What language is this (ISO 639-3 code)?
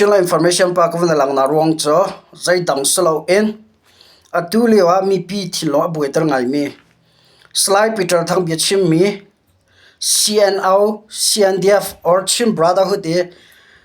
cnh